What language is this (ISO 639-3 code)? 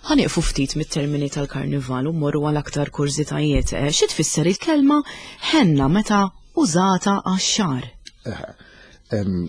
mlt